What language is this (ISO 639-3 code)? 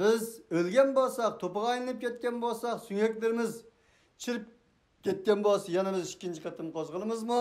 uig